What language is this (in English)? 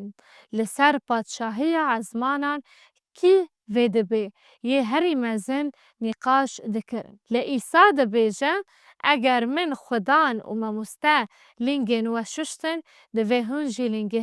Kurdish